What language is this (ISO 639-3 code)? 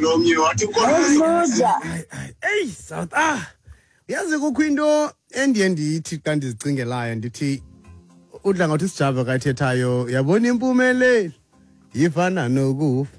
xho